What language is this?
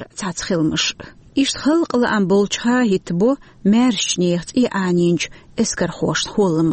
Chechen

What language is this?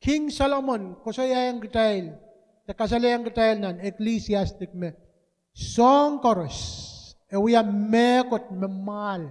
Pohnpeian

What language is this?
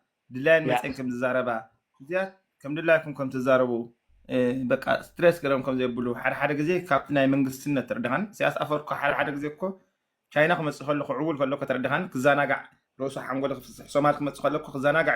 Tigrinya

